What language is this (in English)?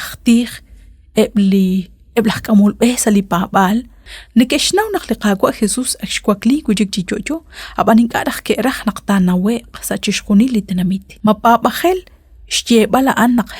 Kekchí